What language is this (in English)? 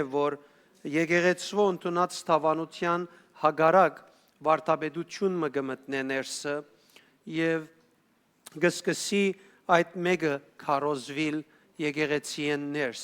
Western Armenian